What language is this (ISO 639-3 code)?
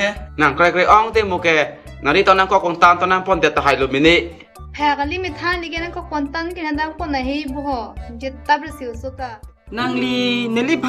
mjw